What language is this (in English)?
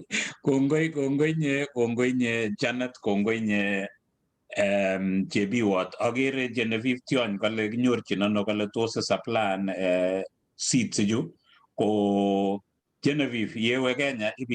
Kalenjin